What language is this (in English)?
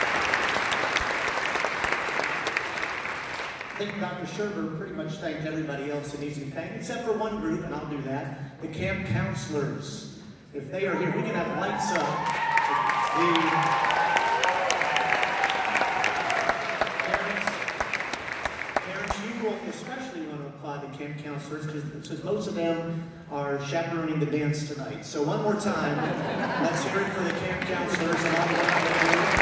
English